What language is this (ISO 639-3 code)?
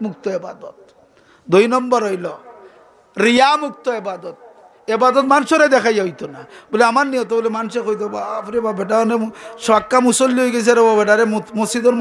syl